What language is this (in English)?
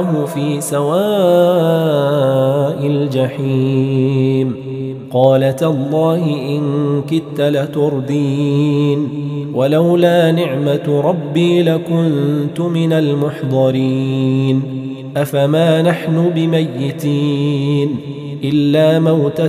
Arabic